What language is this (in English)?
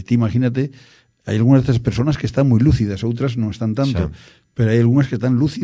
Galician